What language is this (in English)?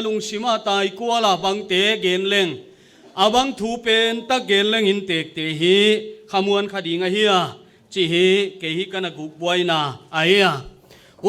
Paite Chin